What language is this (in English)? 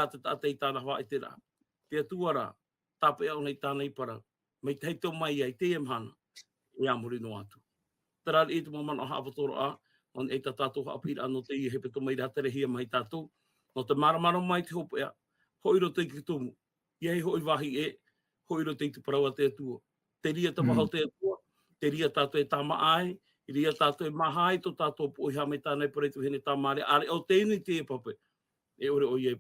Tahitian